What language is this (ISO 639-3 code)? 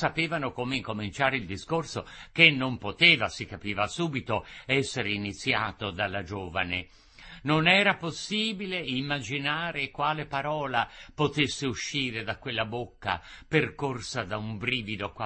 ita